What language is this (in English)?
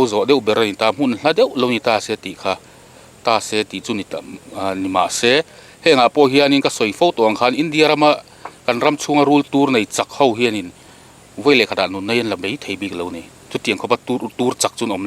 Mizo